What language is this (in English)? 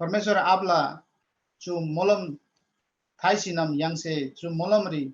Eastern Tamang